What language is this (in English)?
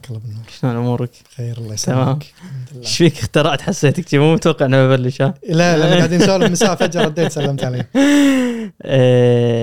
Gulf Arabic